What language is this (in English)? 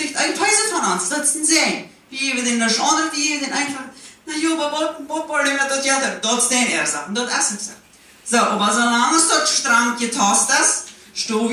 Plautdietsch